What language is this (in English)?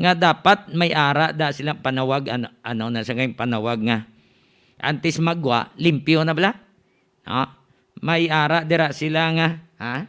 Hiligaynon